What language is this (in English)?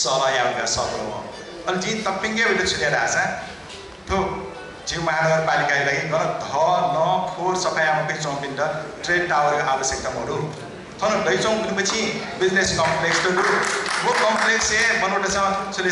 Newari